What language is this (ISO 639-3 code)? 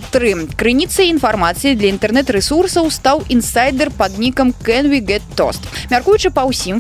bel